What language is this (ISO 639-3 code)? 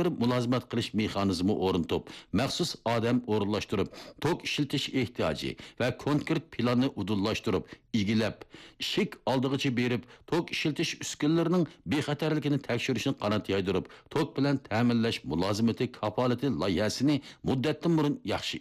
uig